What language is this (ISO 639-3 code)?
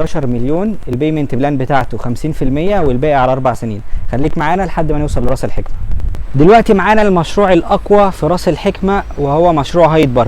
arz